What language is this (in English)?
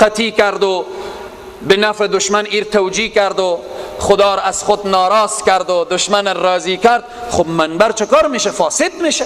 Persian